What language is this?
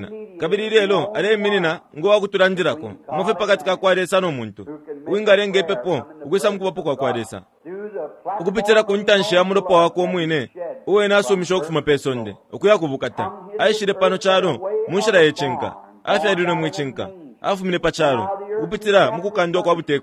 Bemba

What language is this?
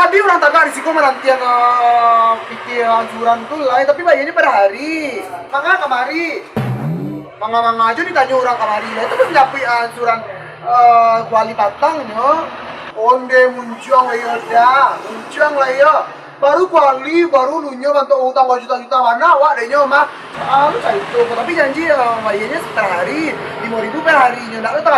Minangkabau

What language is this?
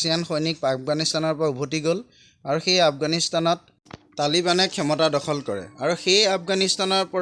Assamese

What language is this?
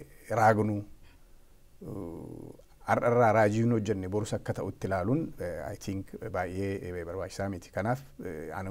Oromo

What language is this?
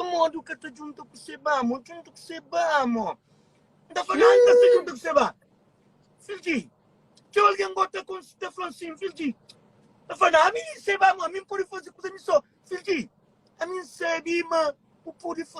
Kabuverdianu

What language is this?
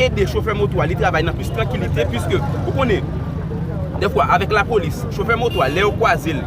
Haitian Creole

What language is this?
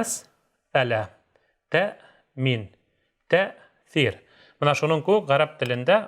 Bashkir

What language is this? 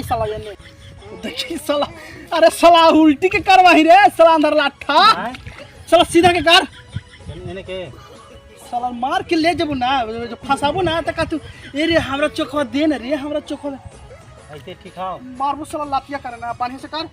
Magahi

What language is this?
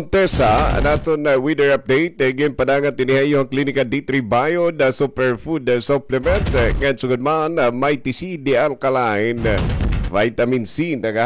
Waray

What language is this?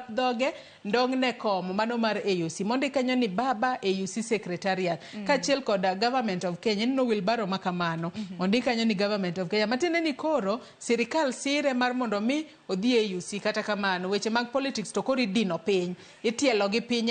Luo (Kenya and Tanzania)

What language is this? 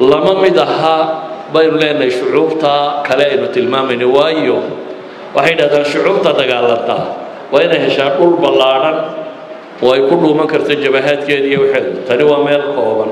Somali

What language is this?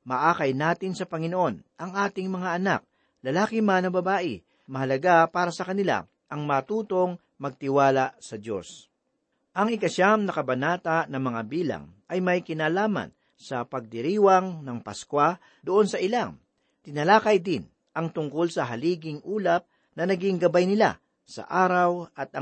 Filipino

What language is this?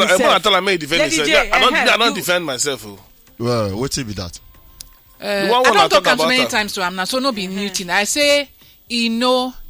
Nigerian Pidgin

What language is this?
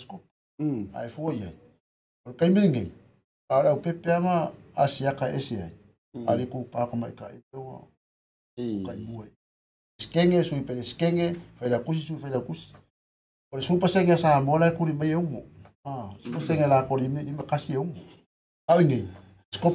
Samoan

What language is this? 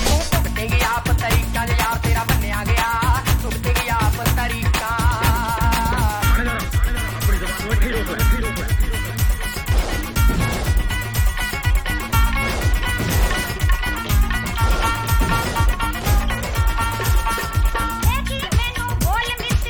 Punjabi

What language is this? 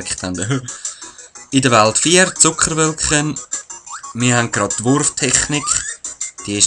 Swiss German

